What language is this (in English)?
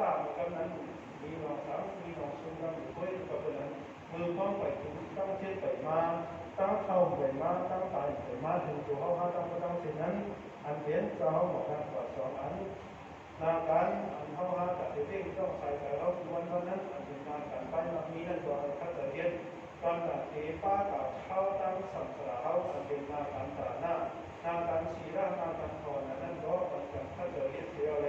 Shan